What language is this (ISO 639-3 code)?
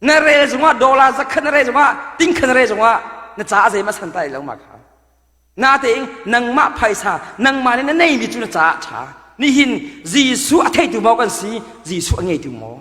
cnh